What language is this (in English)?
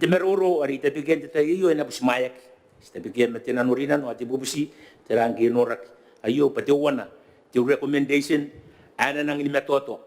Gilbertese